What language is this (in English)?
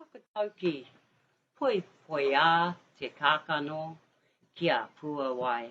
Māori